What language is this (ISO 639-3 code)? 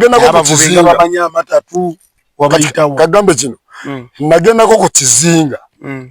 lug